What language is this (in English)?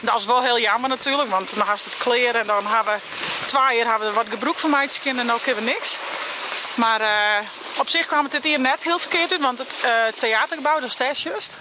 Western Frisian